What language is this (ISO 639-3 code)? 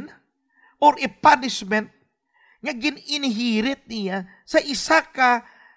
hil